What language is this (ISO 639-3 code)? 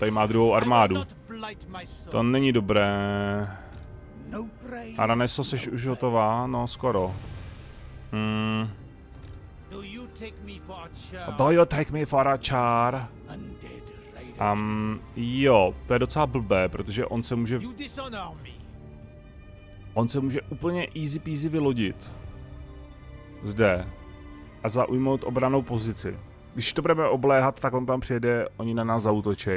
ces